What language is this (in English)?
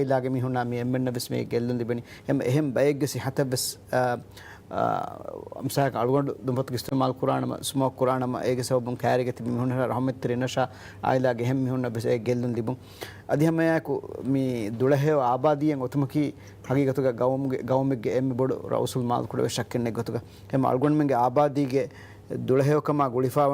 Divehi